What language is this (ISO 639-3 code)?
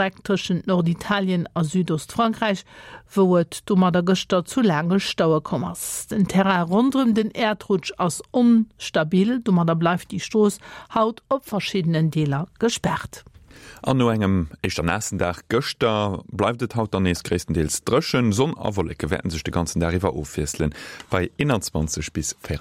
ltz